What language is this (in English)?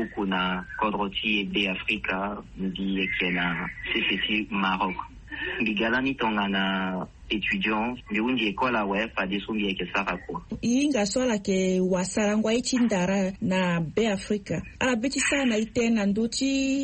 Sango